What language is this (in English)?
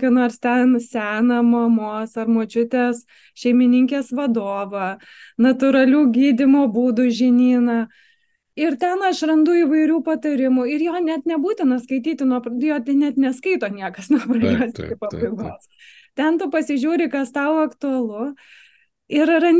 Lithuanian